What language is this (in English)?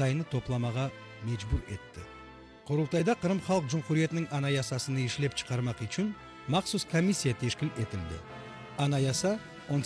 Crimean Tatar